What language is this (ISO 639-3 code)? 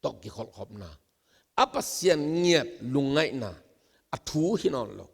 ctd